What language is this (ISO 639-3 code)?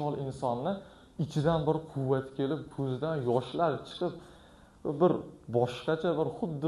uzb